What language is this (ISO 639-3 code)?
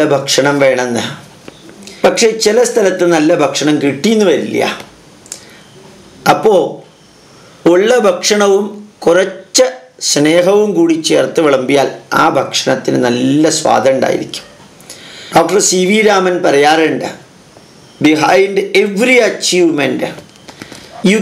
mal